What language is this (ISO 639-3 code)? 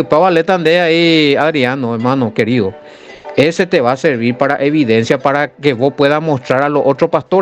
grn